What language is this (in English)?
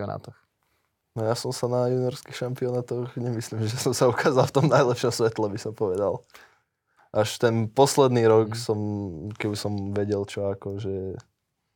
Slovak